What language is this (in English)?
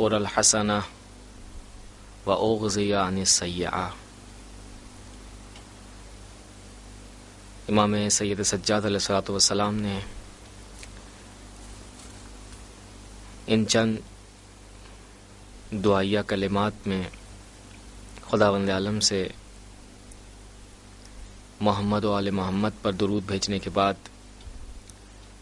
Urdu